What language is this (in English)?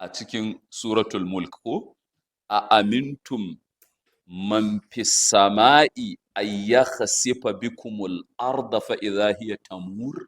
Hausa